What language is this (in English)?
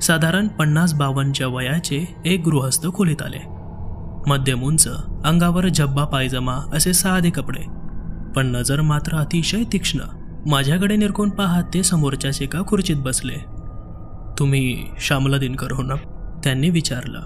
Marathi